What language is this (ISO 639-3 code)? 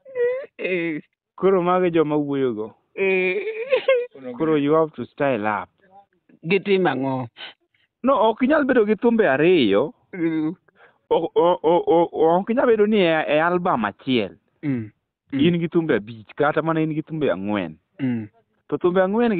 luo